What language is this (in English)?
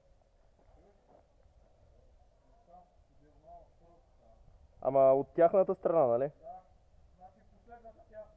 Bulgarian